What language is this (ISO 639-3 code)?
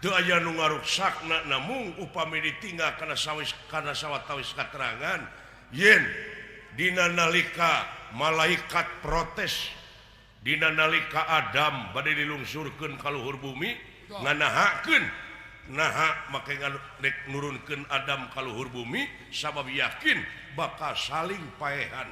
sun